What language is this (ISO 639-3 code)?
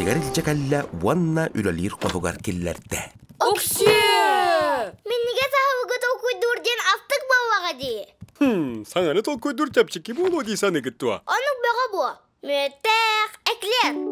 sah